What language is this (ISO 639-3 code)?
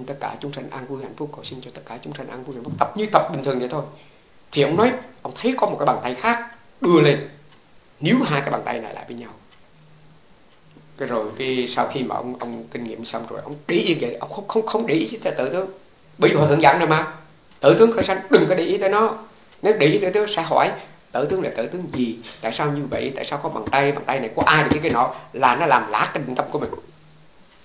vie